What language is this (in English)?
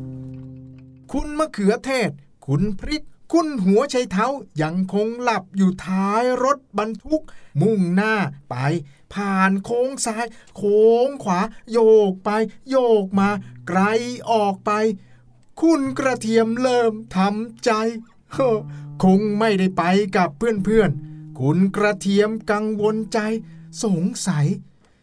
Thai